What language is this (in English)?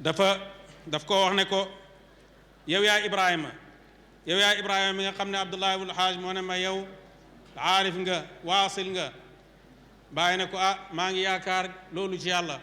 Wolof